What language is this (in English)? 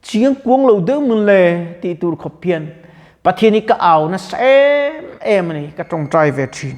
Mizo